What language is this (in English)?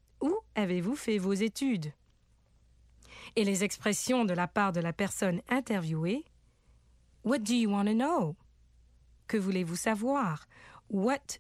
French